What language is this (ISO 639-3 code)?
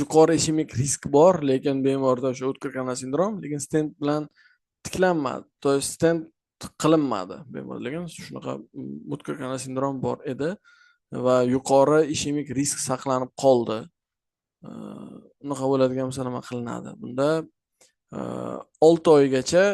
uzb